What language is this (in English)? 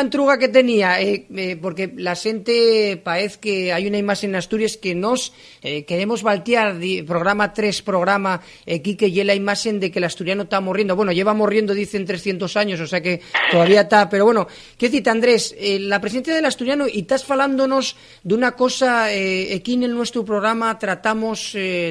Asturian